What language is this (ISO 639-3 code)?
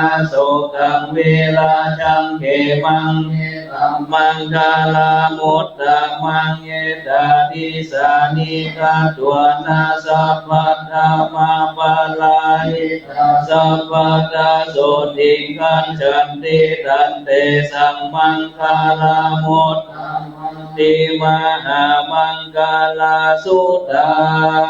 pli